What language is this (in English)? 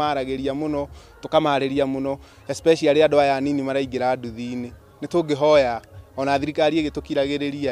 Kikuyu